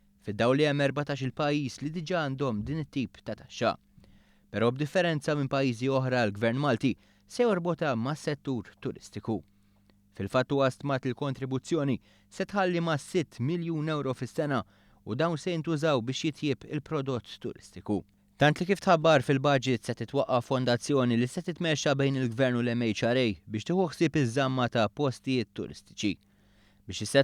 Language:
Maltese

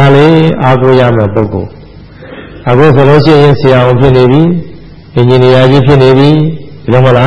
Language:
Burmese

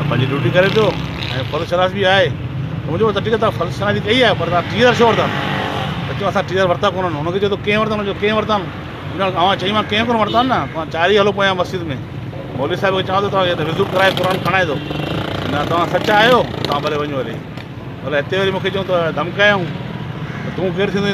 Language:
Sindhi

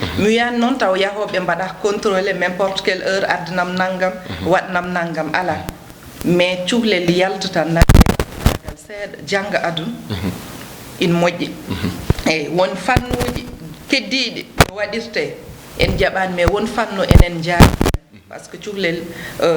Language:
Fula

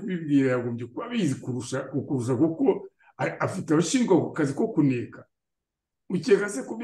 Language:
Kinyarwanda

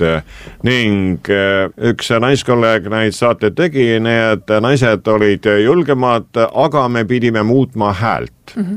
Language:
Estonian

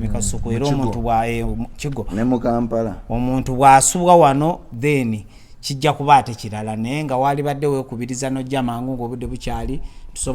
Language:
Ganda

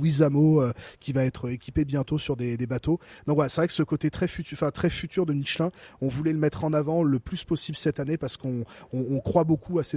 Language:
French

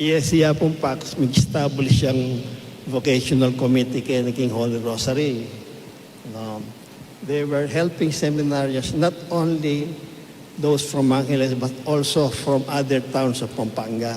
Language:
Pampanga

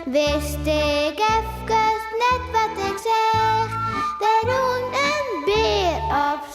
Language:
Western Frisian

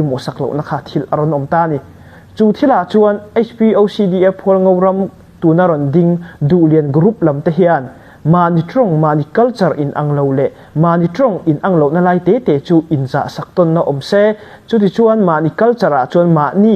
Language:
Hakha Chin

